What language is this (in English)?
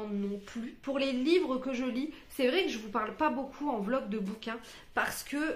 French